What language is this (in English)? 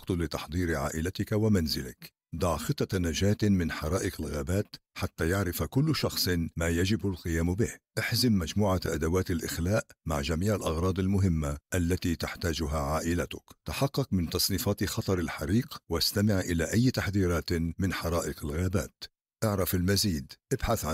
Arabic